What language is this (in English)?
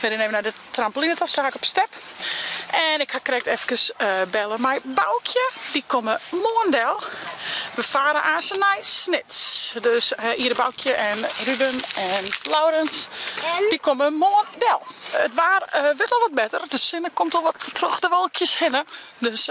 Western Frisian